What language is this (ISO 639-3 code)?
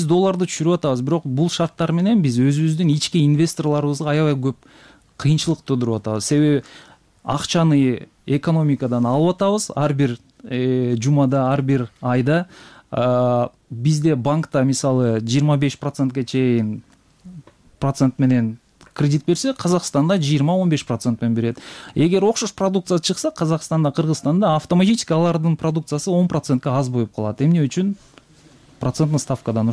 kir